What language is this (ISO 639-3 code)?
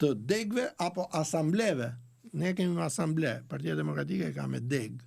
sqi